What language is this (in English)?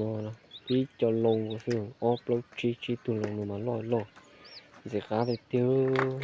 Hmong